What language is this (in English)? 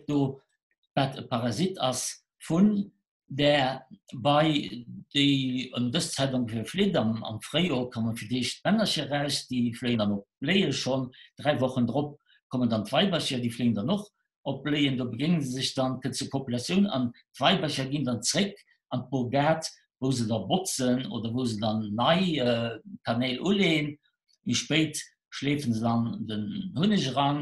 Luxembourgish